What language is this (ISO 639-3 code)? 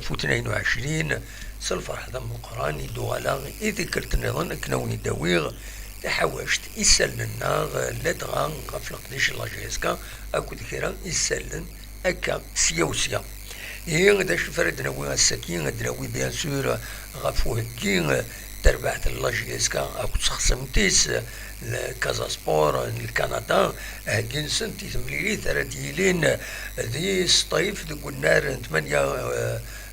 kab